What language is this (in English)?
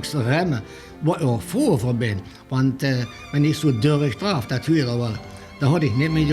Limburgish